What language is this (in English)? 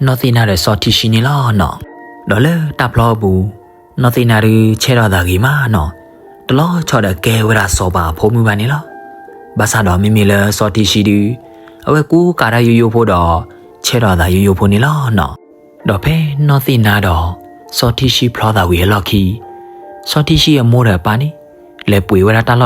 S'gaw Karen